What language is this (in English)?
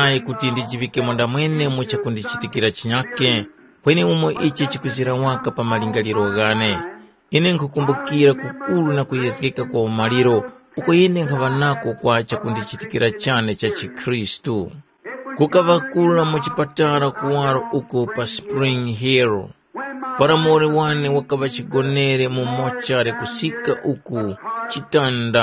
Tumbuka